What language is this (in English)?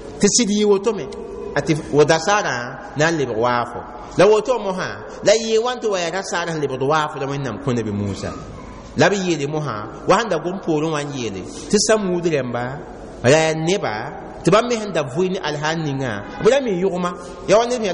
Mossi